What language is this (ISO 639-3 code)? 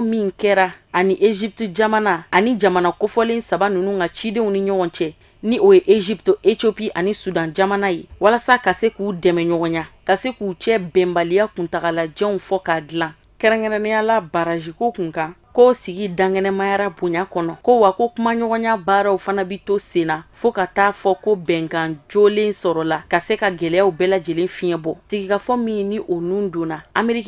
bam